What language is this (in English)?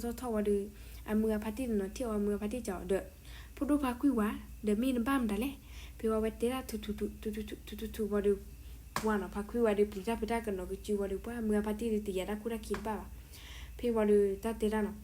S'gaw Karen